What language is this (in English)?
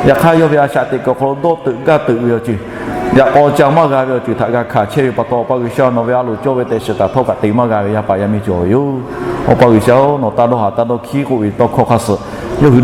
Lahu